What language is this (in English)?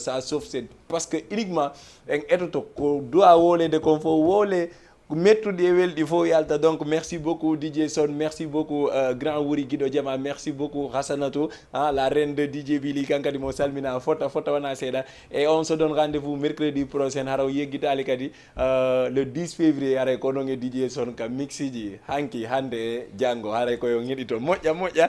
Fula